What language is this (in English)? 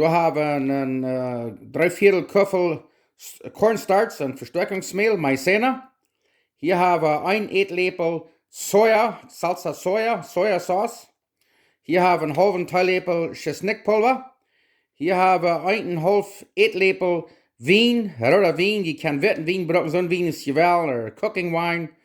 Plautdietsch